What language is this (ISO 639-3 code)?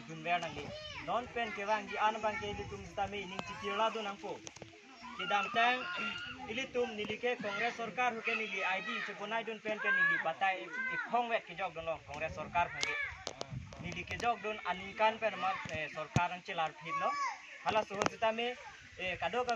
mjw